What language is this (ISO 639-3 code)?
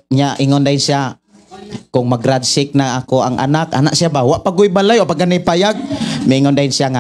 ceb